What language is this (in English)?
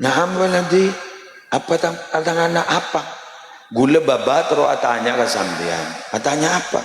Madurese